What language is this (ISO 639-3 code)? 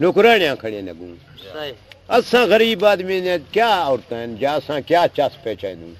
skr